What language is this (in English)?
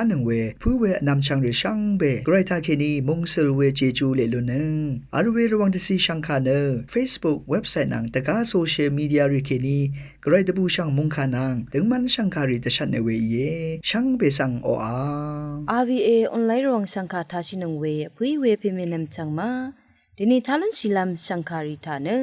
Rawang